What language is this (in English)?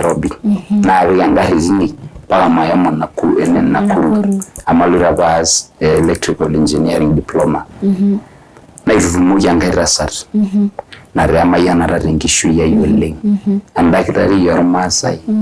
Masai